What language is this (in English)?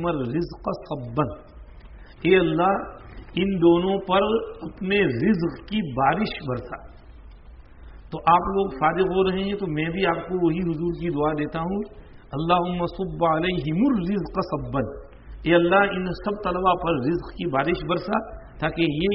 Urdu